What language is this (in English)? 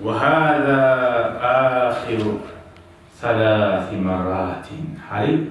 Kumyk